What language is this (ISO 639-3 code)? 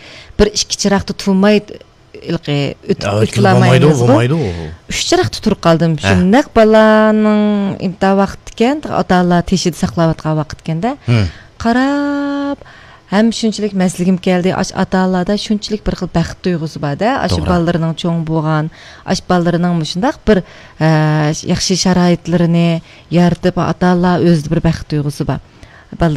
uig